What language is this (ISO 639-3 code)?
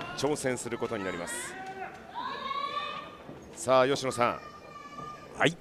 jpn